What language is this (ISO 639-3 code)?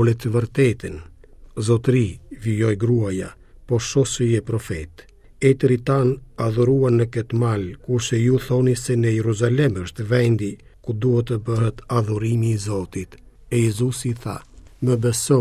sqi